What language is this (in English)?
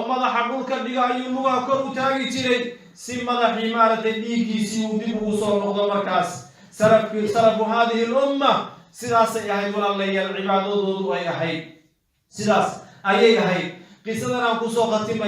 Somali